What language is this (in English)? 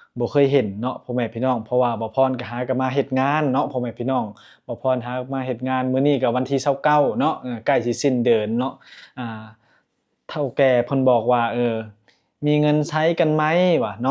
Lao